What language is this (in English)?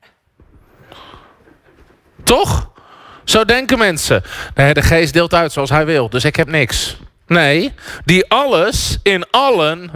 Dutch